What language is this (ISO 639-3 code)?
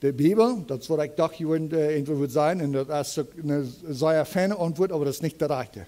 pdt